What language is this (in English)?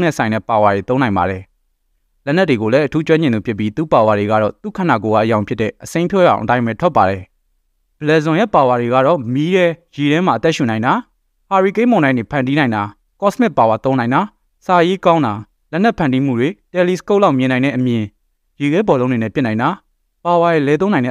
Burmese